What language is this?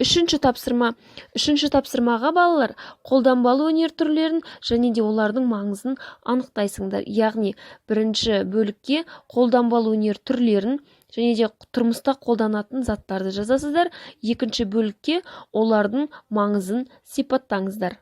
Kazakh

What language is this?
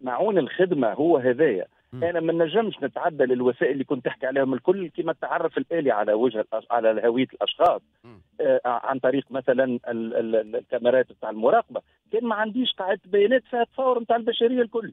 Tunisian Arabic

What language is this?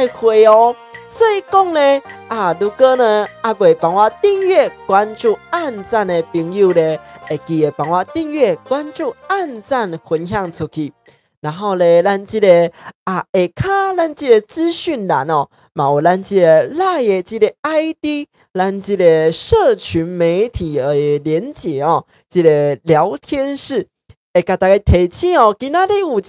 Min Nan Chinese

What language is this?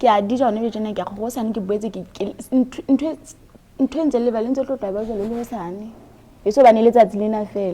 Southern Sotho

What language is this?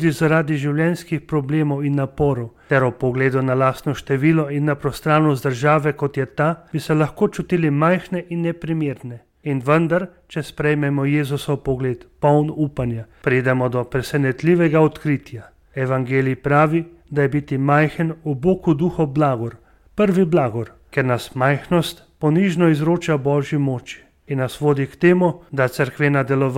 Slovenian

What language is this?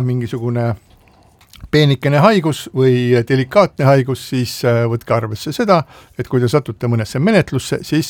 Estonian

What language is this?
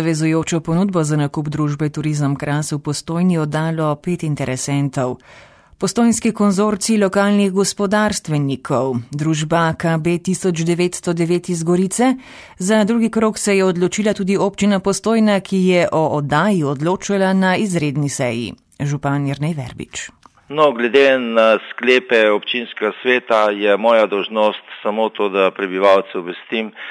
Slovenian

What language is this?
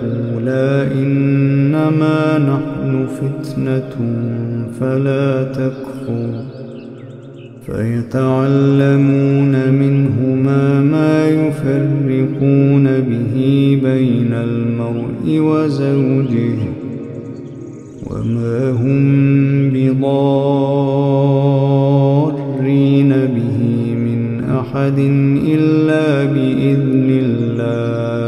Arabic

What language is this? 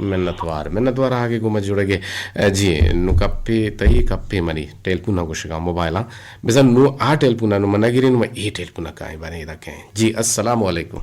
Eastern Balochi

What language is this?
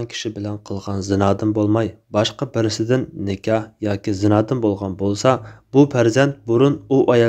Uyghur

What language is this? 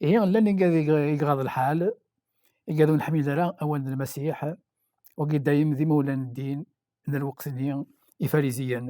Kabyle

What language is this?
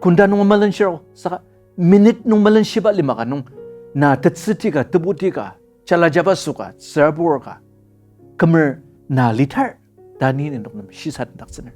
Ao Naga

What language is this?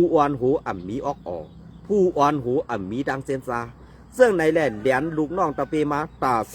Shan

